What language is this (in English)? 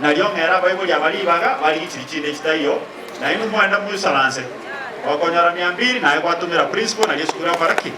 Gusii